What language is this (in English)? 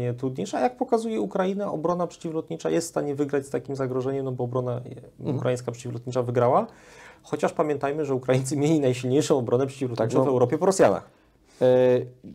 Polish